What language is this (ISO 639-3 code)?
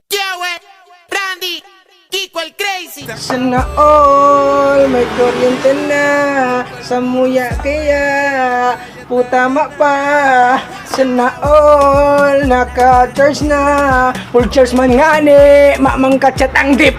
bik